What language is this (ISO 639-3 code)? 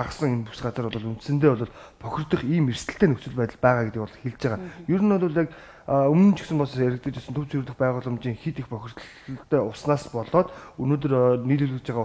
mon